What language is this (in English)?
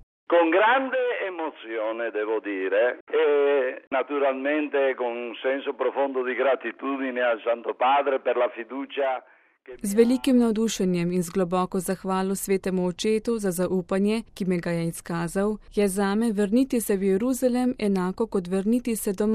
Slovenian